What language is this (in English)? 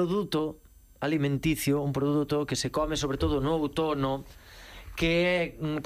Galician